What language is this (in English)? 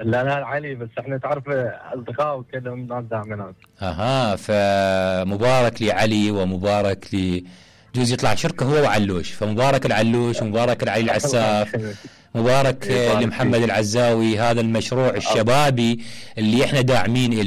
Mesopotamian Arabic